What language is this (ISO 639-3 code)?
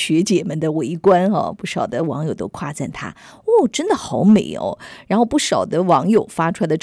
zho